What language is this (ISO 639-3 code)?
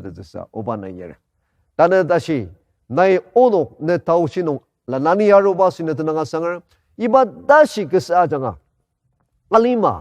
njo